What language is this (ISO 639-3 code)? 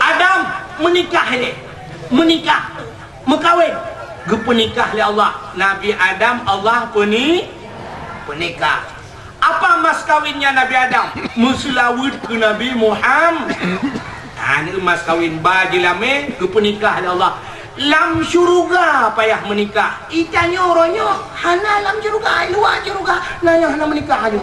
ace